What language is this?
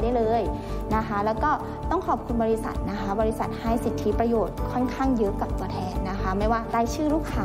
Thai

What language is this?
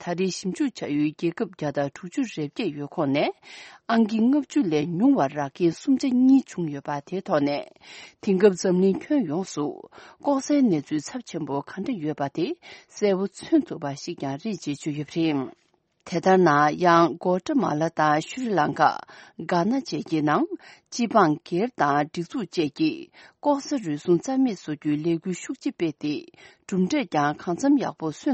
Tibetan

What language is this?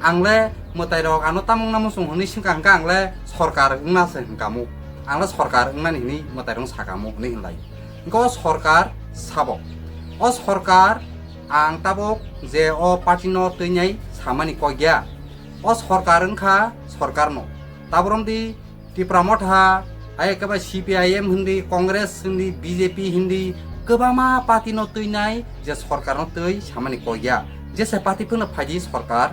Kok Borok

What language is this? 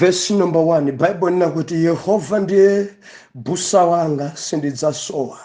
Nyanja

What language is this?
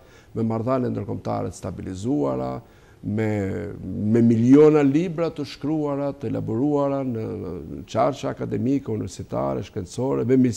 Albanian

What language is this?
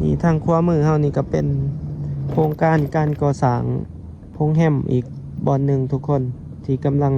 Lao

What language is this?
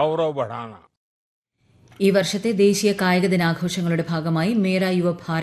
Malayalam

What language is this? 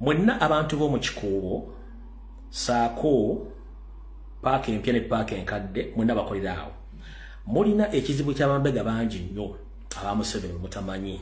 Ganda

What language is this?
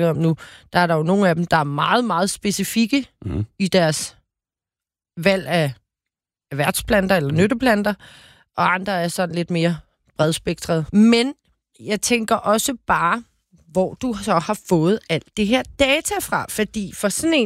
Danish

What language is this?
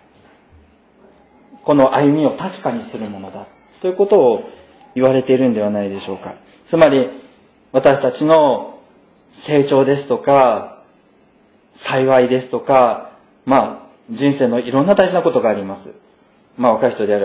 Japanese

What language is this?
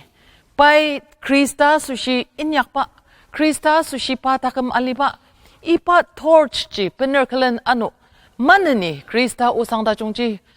Ao Naga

